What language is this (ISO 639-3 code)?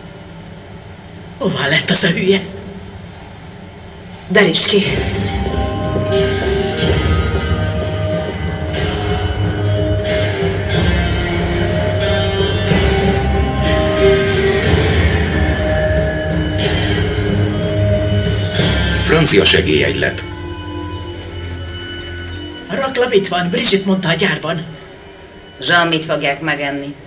hun